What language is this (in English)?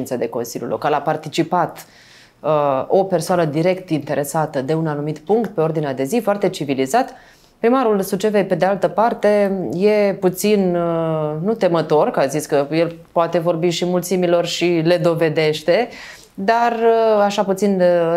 Romanian